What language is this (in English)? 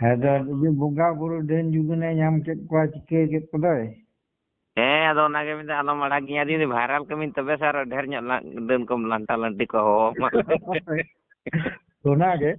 Santali